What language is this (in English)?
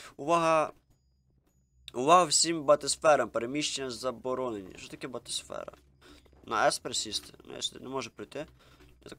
Ukrainian